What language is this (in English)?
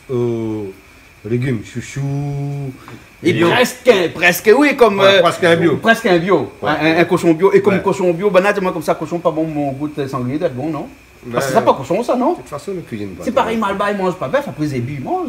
Réunion Creole French